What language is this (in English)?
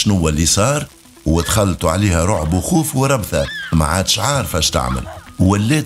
Tunisian Arabic